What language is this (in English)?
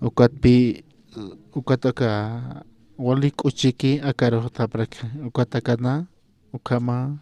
Aymara